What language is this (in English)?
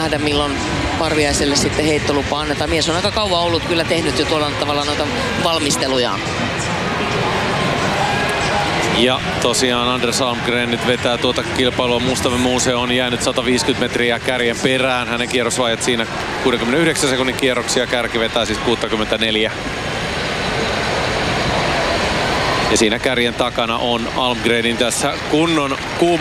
Finnish